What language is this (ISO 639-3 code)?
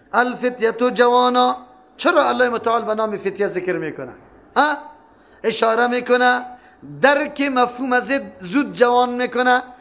fas